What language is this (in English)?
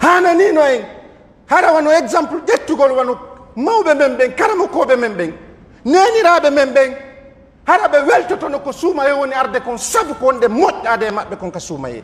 Pular